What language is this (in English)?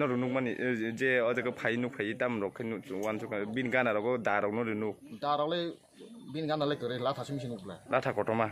Kok Borok